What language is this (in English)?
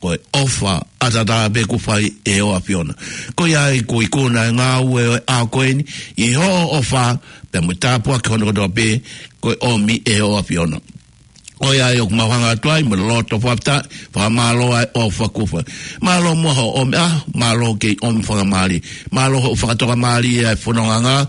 Tongan